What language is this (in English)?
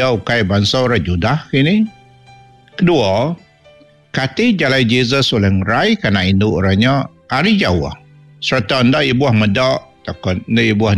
Iban